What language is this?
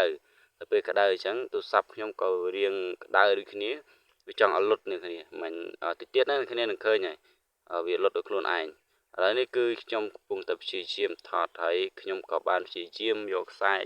Khmer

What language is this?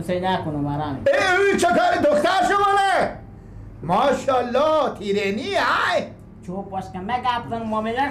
Persian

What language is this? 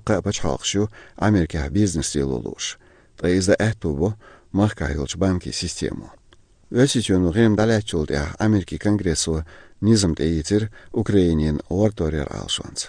Chechen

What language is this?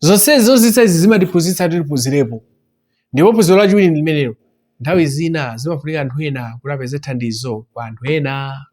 Nyanja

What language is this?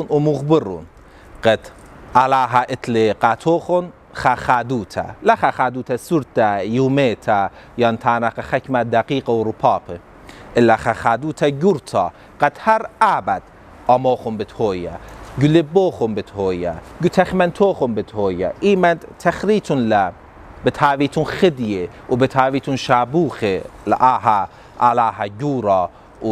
Assyrian Neo-Aramaic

